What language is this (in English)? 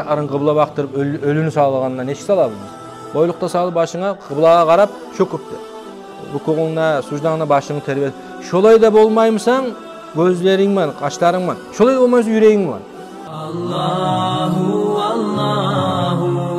Kumyk